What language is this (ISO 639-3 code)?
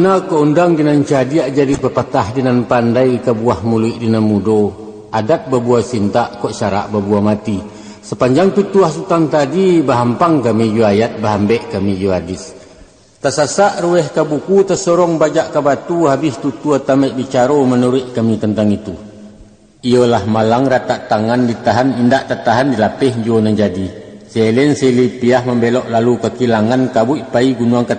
min